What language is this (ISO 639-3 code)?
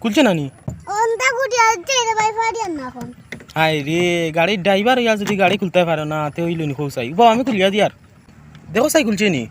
syl